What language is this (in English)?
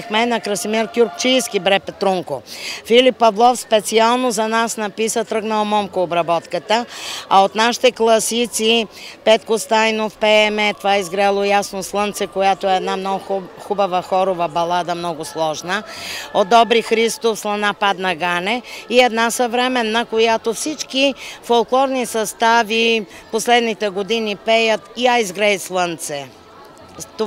Bulgarian